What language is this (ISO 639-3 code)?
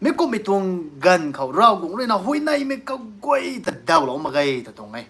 nbu